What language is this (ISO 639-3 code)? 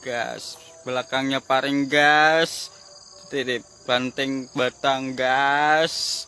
bjn